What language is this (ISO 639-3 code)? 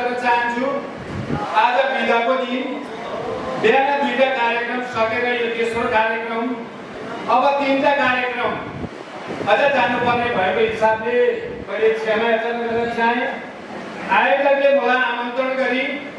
nep